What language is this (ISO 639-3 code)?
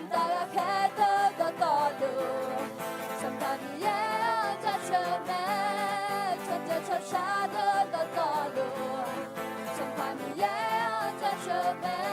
ahk